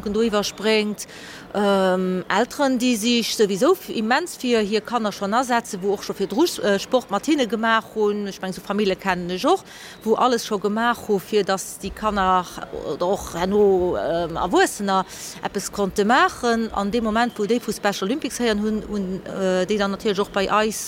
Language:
Luxembourgish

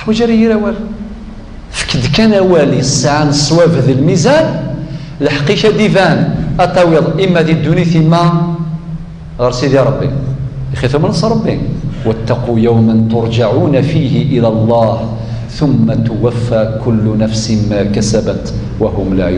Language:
Kabyle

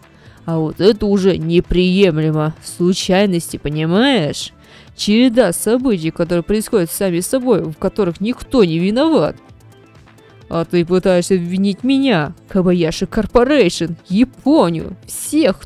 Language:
Russian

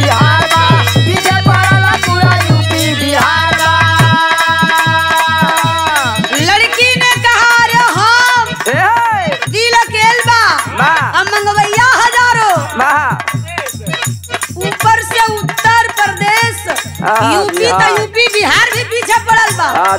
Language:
Bhojpuri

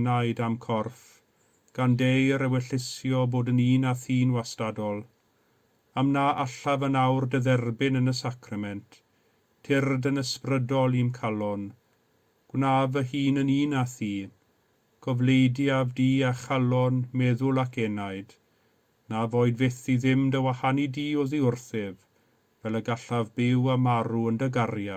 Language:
Welsh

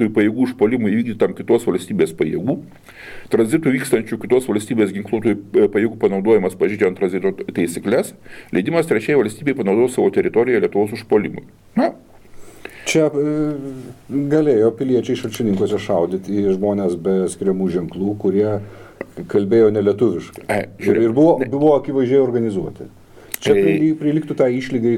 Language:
Lithuanian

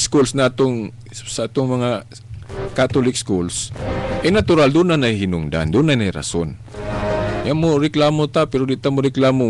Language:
Cebuano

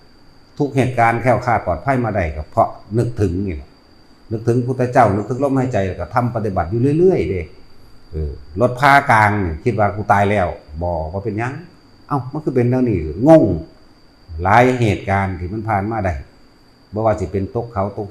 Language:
Northeastern Thai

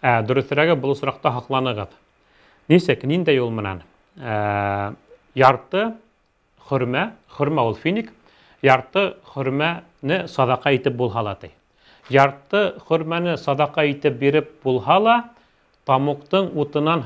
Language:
Bashkir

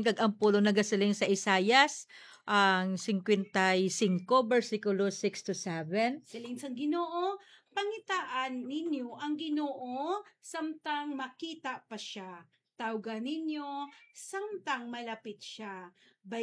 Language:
Hiligaynon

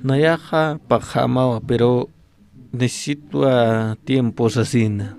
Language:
Aymara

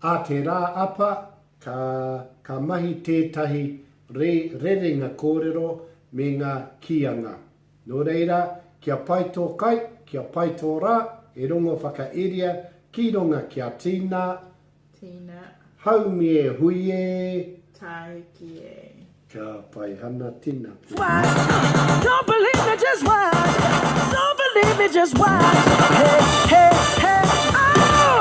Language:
Māori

